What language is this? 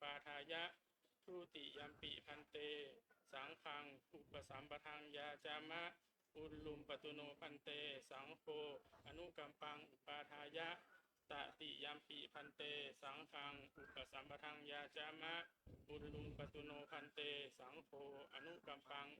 Pali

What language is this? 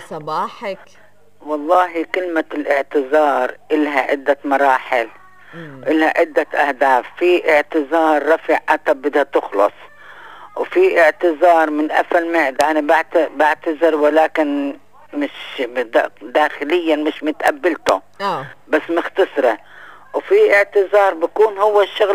North Levantine Arabic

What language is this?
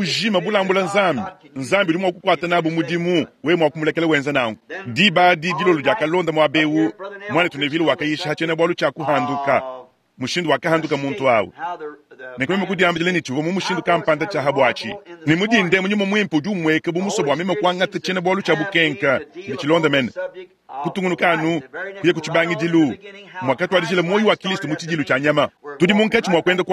Luba-Lulua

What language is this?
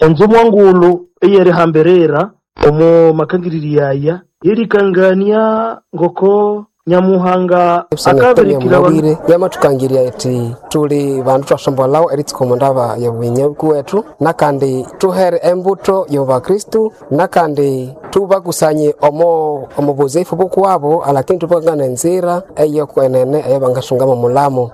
Nande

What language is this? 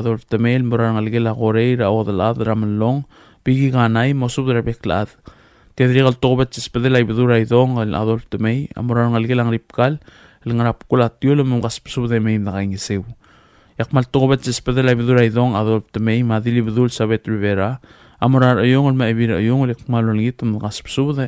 Palauan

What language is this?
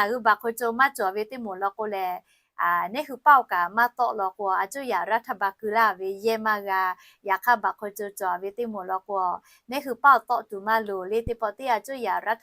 Lahu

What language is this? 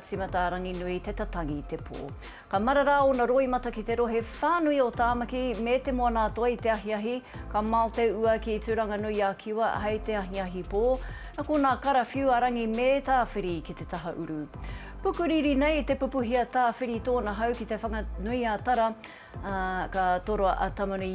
Māori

